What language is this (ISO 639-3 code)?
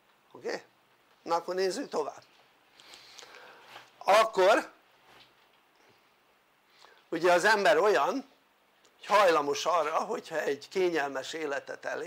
hun